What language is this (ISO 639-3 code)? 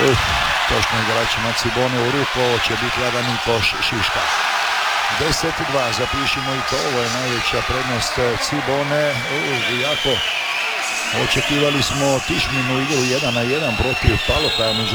hrv